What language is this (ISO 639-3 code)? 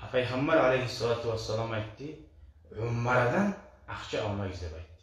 kum